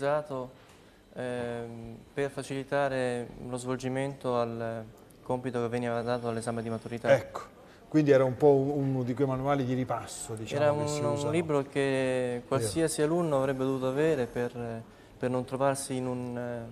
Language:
Italian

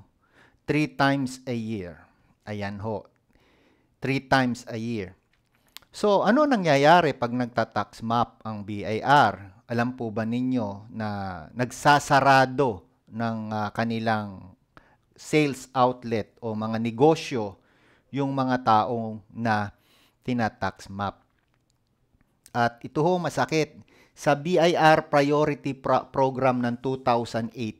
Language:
Filipino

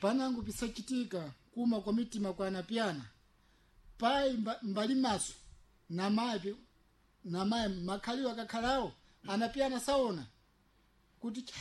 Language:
Sena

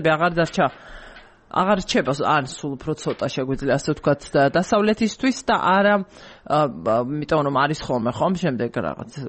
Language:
Georgian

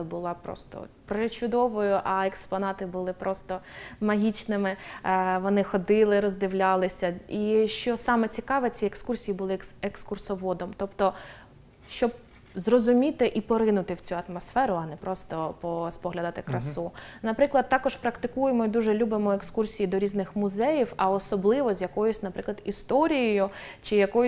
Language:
Ukrainian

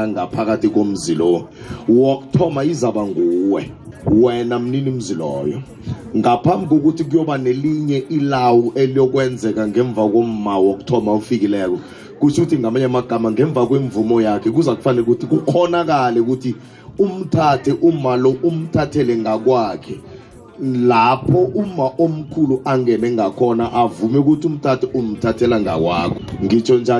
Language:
South Ndebele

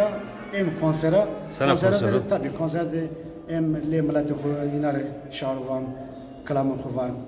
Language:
Zaza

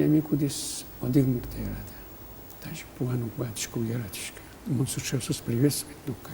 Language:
Udmurt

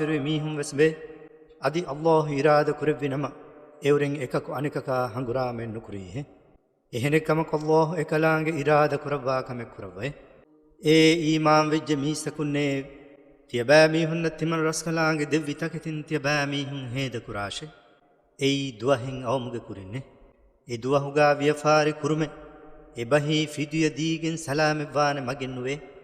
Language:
Divehi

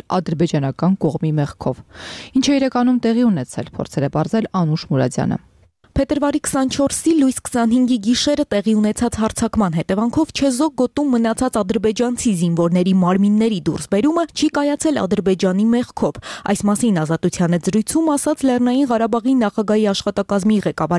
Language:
Armenian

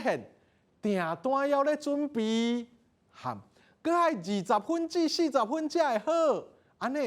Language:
Min Nan Chinese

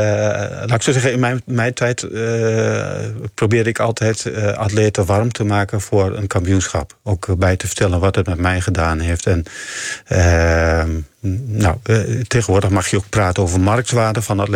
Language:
Dutch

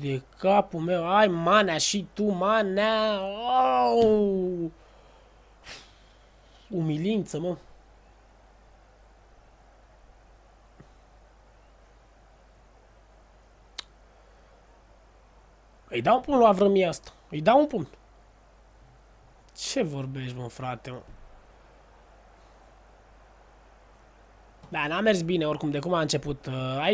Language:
Romanian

